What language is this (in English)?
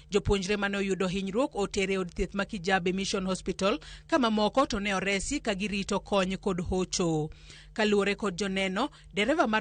Luo (Kenya and Tanzania)